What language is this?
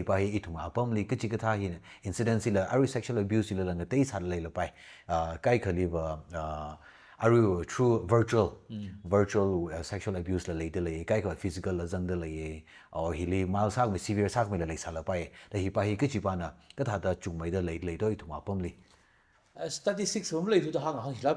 Tangkhul Naga (India)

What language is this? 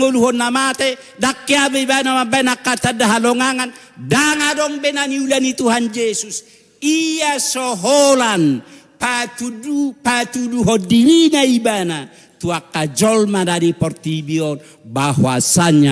Batak Toba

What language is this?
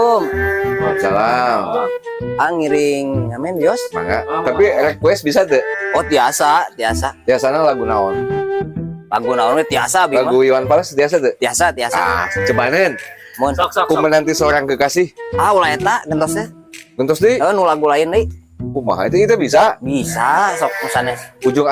Sundanese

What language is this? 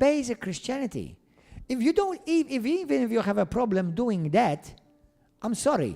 English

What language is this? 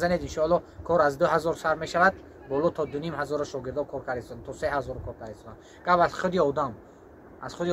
Tajik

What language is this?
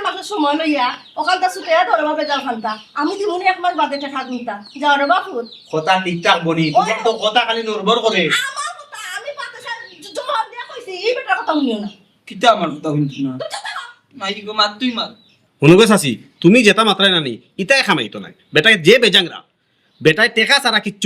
Sylheti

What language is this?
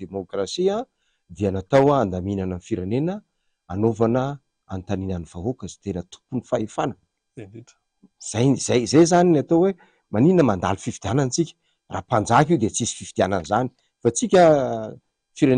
Malagasy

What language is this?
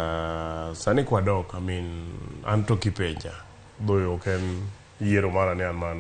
Luo (Kenya and Tanzania)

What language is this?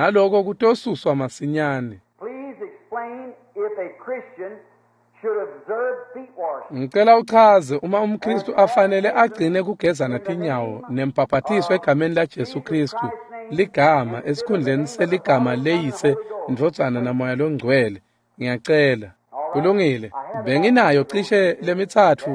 Swati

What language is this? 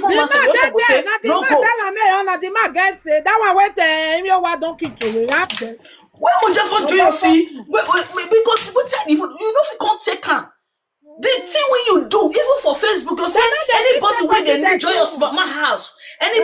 Nigerian Pidgin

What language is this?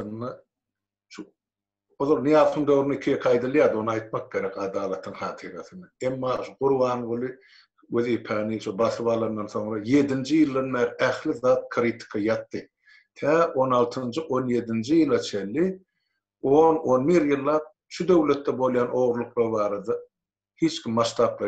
Turkmen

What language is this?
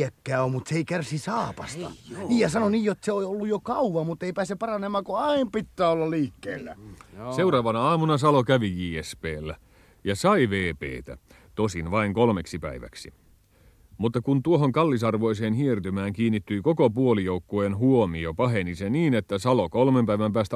Finnish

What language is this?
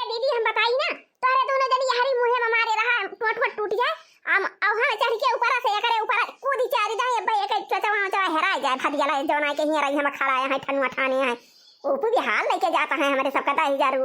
Awadhi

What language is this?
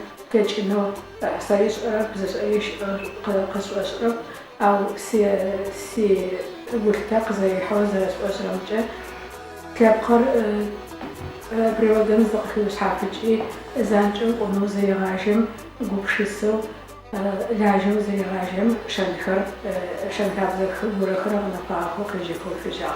Adyghe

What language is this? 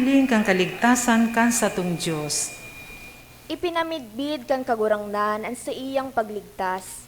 Bikol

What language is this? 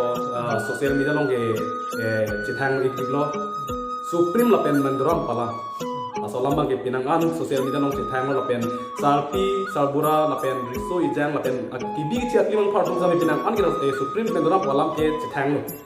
Karbi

